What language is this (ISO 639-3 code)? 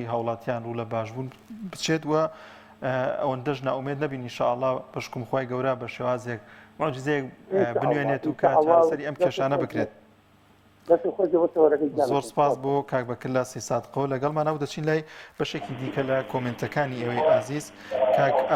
ckb